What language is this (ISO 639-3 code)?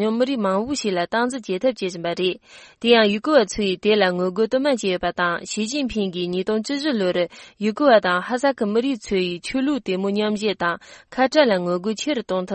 bod